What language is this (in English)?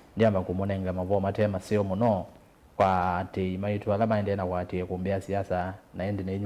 Kamba